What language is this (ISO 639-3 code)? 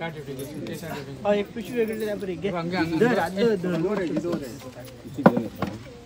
kok